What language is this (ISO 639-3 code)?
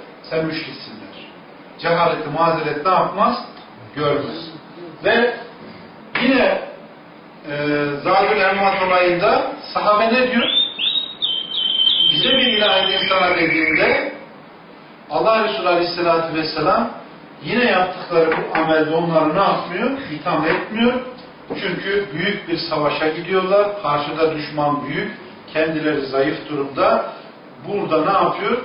tur